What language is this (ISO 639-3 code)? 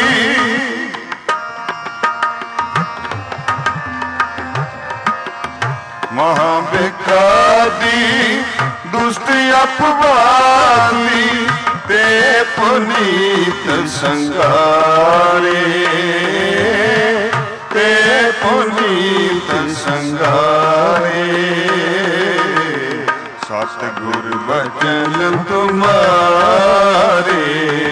pan